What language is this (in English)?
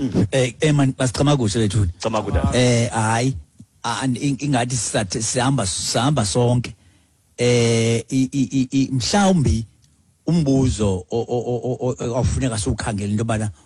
Xhosa